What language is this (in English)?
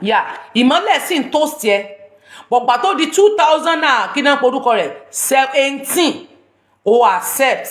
Yoruba